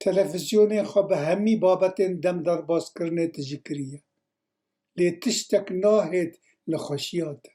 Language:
Kurdish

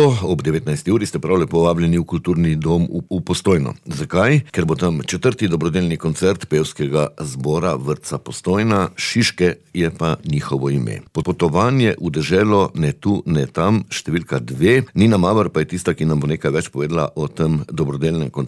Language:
Slovenian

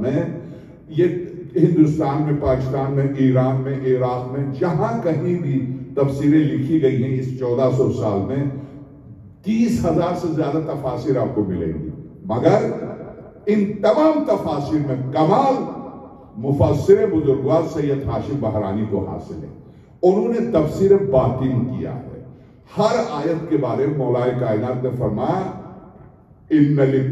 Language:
Urdu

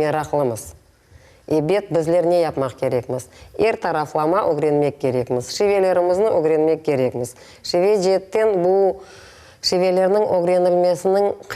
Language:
Crimean Tatar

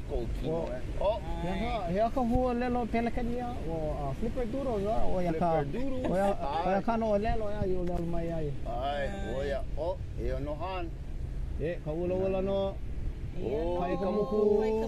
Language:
Hawaiian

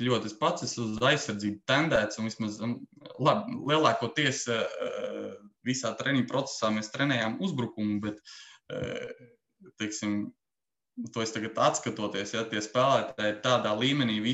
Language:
Latvian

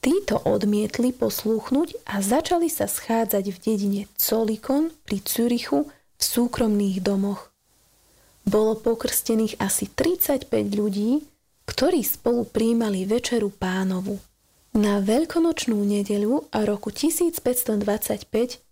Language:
Slovak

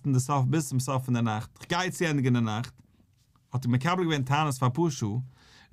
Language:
Yiddish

